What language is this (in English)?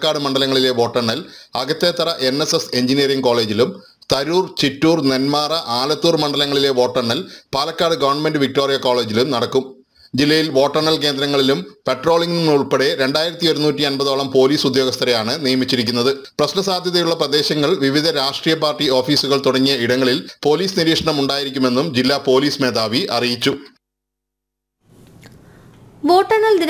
Malayalam